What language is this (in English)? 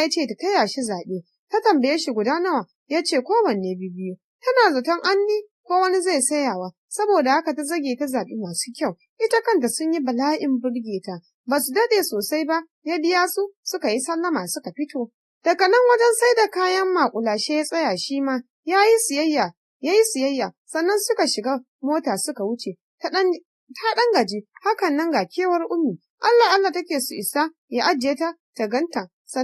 Hausa